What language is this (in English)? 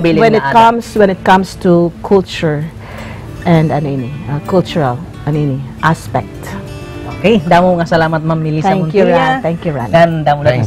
Waray